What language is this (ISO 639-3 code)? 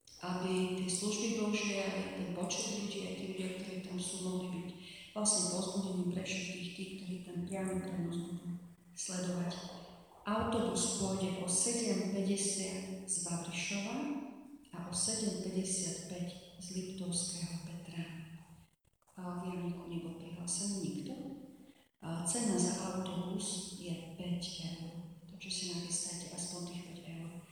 slk